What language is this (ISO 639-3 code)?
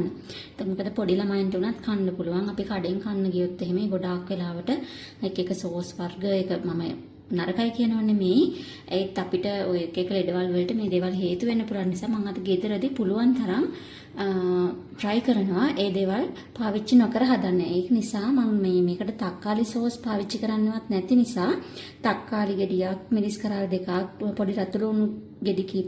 sin